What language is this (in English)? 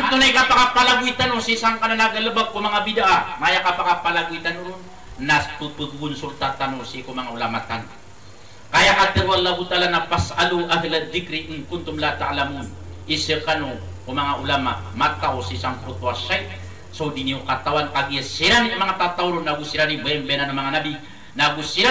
Maranao